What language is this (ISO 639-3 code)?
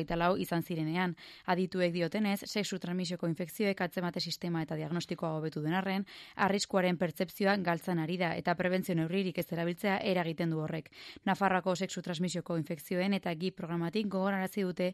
eus